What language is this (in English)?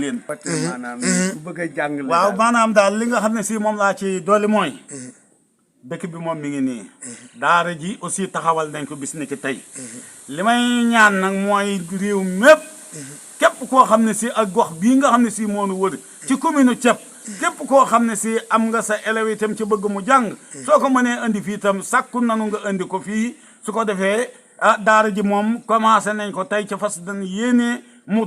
Wolof